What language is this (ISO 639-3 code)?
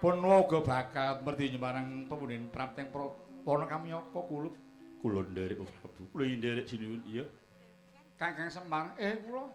jav